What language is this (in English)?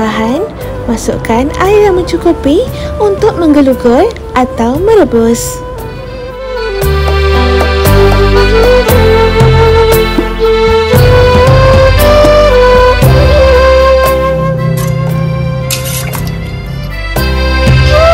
Malay